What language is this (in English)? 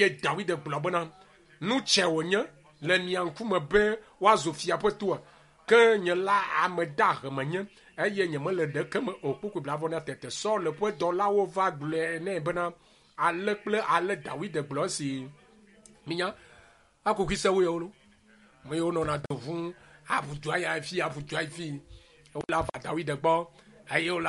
Ewe